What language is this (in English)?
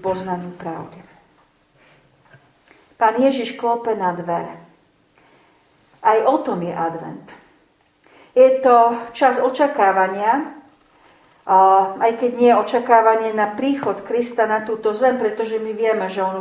Slovak